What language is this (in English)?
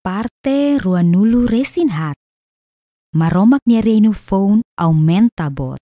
Tetum